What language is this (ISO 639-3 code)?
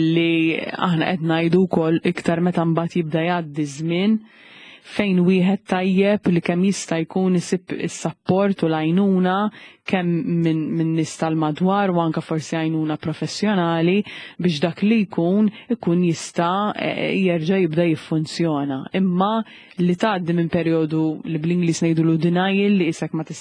mlt